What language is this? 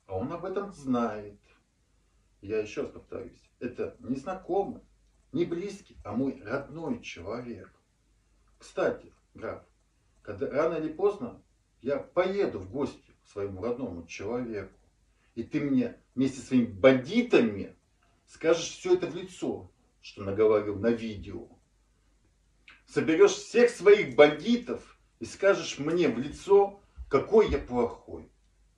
Russian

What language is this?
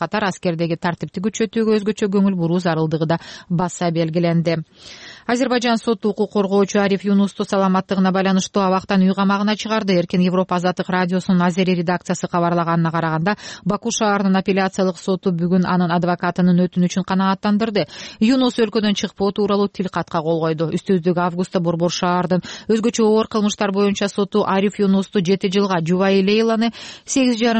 Kyrgyz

